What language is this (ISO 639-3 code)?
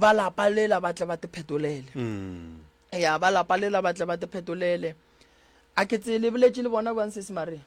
nso